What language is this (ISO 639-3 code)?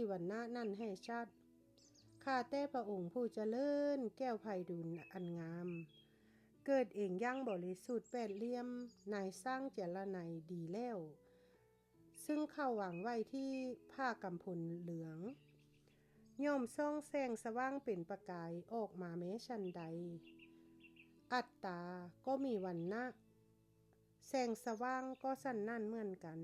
lao